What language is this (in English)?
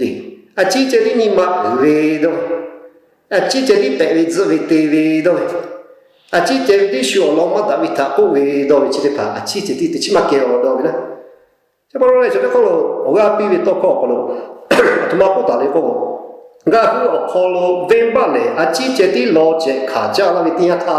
Lahu